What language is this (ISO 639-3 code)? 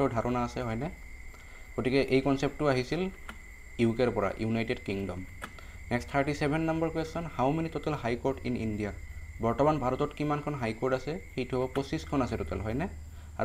asm